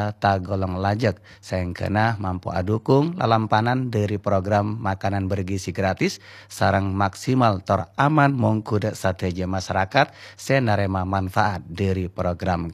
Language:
Madurese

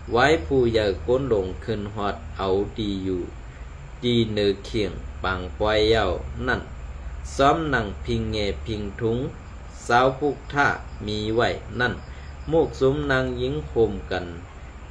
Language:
Shan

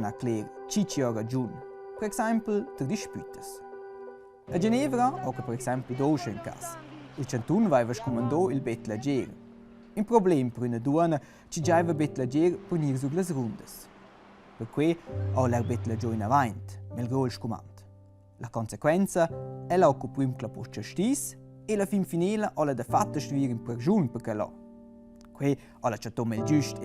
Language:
Romansh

